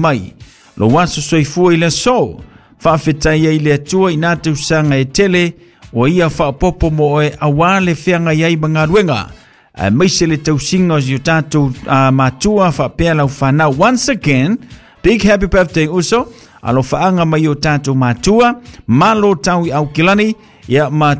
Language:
Samoan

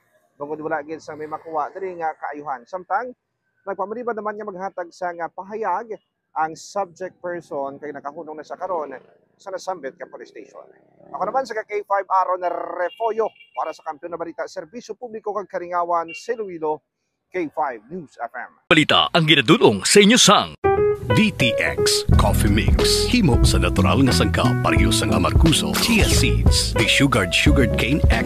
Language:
Hiligaynon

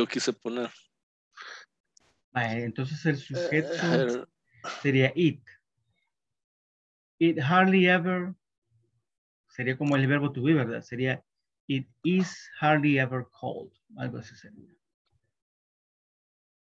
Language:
Spanish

